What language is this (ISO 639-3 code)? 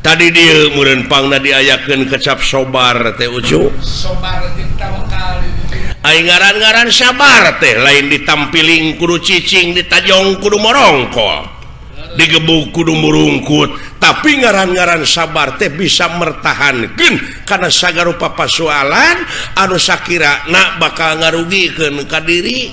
sun